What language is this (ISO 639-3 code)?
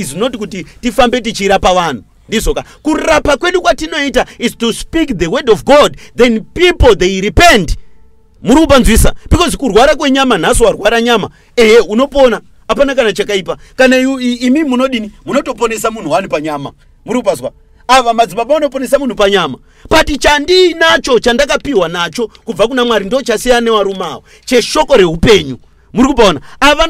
sna